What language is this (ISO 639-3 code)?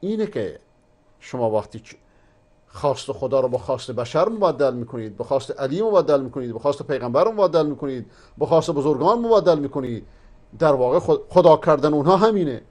fas